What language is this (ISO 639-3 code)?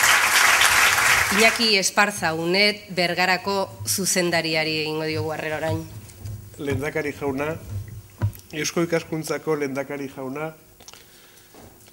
eus